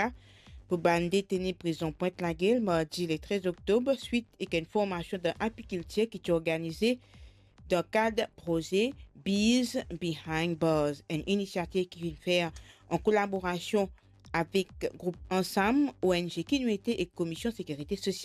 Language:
Morisyen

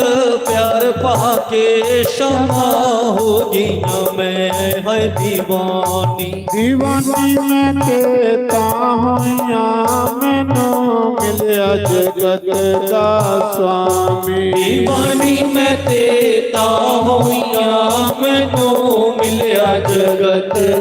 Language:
Dogri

